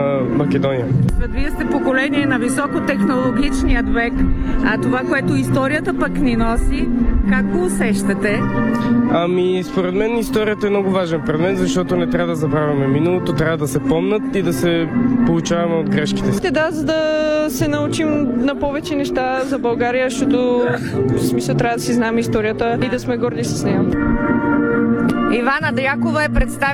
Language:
Bulgarian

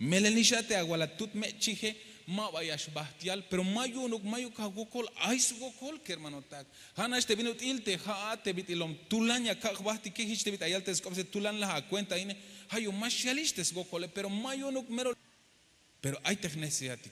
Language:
Tzeltal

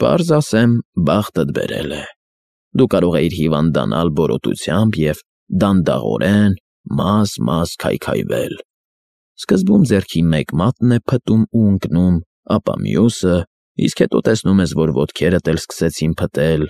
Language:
Armenian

